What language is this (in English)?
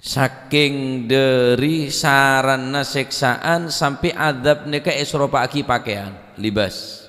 Madurese